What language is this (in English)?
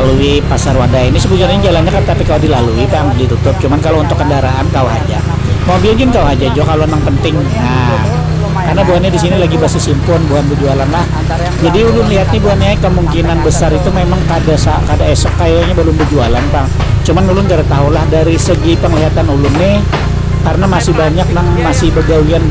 Banjar